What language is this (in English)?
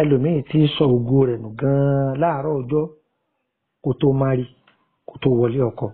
Yoruba